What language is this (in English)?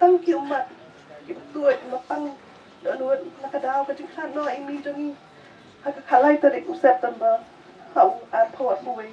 Khasi